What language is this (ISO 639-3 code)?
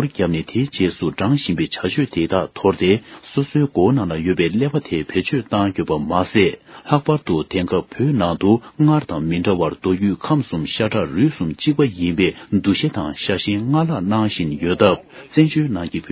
bod